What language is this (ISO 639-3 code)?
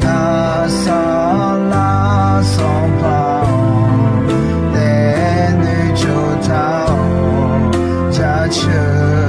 ahk